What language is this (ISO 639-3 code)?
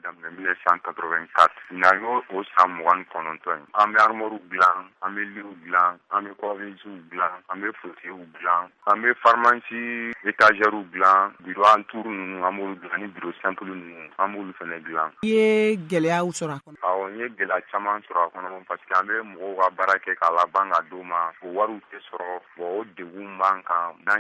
bam